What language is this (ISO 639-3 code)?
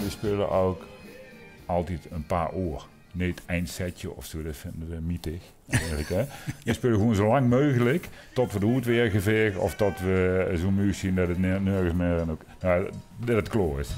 lim